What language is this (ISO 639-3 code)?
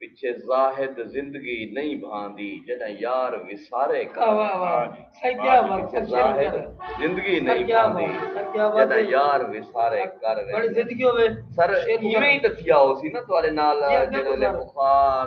skr